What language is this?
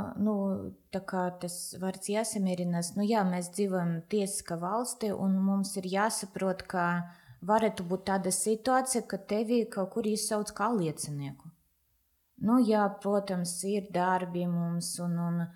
Latvian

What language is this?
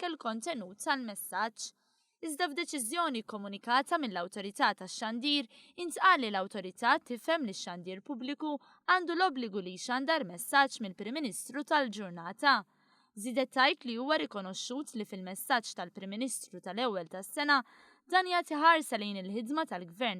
Maltese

